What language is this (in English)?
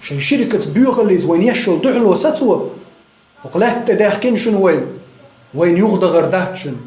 Chechen